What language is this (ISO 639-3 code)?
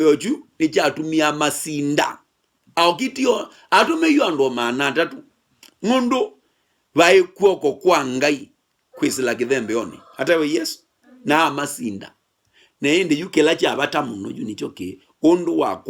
kam